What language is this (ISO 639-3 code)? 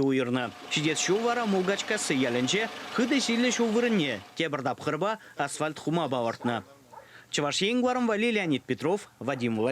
chv